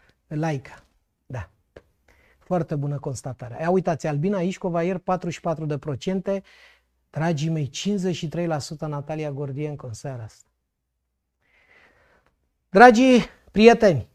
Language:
Romanian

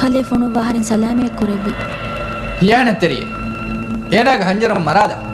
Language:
Divehi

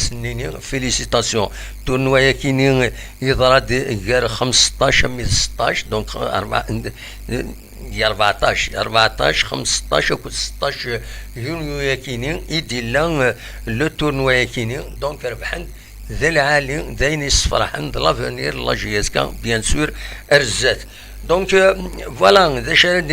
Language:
Kabyle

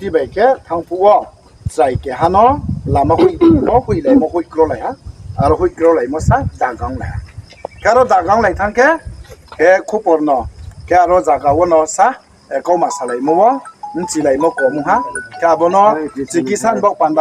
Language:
Riang (India)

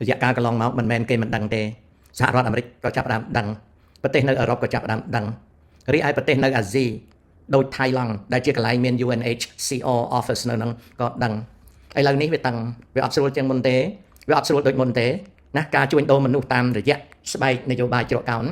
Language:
Khmer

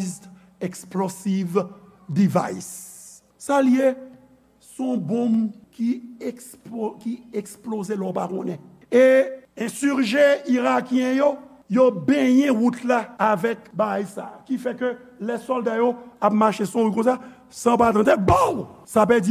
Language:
Haitian Creole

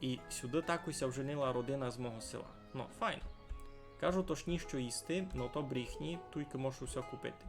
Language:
Rusyn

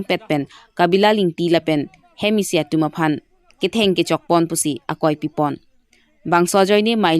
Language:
Karbi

